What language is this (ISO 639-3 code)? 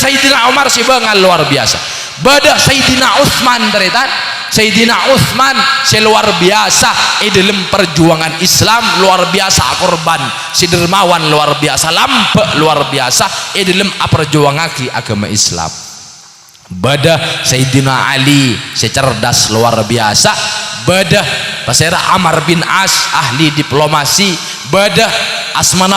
mad